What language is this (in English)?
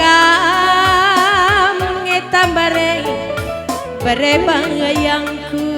Batak Karo